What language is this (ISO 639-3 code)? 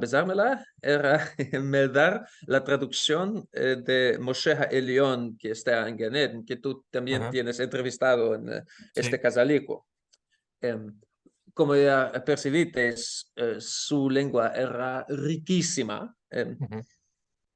lad